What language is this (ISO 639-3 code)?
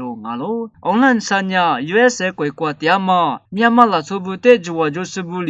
lis